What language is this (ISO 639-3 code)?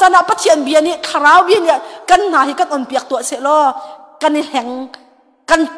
cnh